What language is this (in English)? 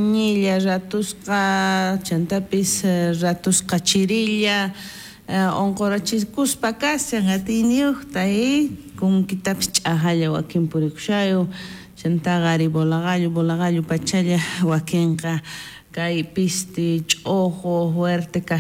South Bolivian Quechua